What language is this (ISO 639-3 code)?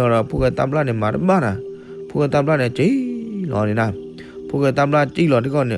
ksw